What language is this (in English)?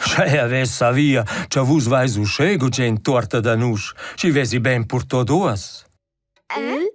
Romansh